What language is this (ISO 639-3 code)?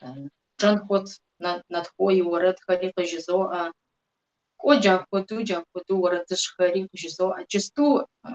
kbd